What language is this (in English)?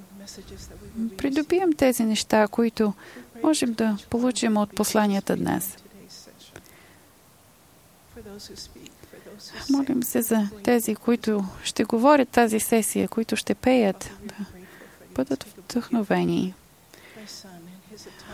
Bulgarian